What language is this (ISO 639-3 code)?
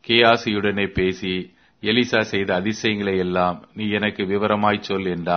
tam